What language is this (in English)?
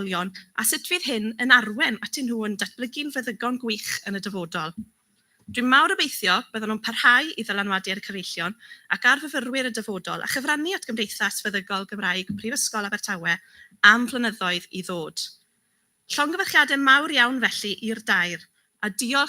Welsh